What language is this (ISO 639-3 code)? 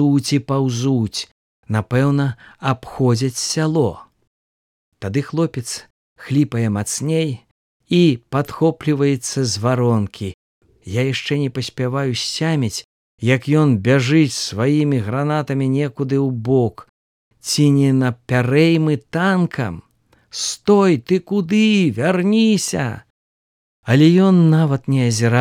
bel